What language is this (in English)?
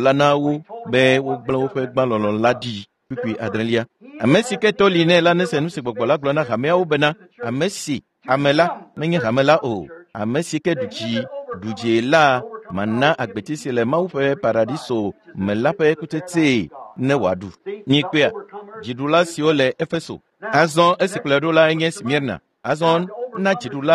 Ewe